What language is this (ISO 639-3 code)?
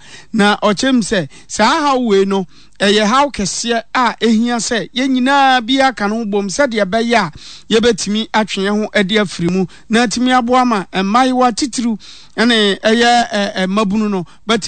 aka